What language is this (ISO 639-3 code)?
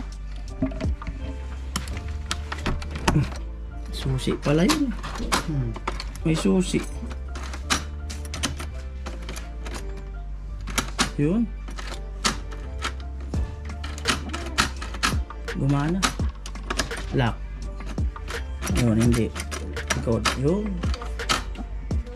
fil